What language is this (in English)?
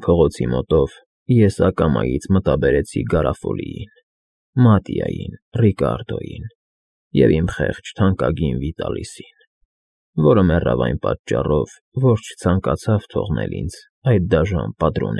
Armenian